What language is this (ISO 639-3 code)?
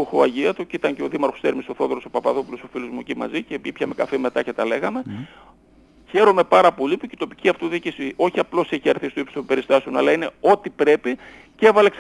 ell